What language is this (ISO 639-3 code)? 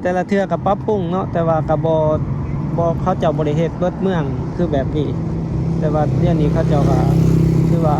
lao